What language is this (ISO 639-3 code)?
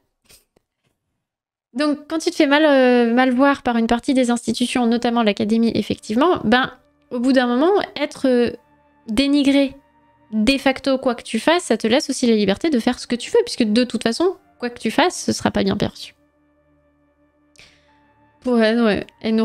fra